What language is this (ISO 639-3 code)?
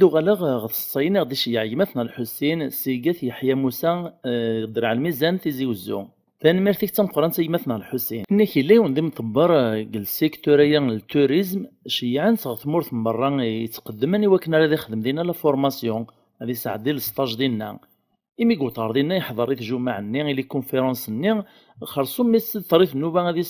kab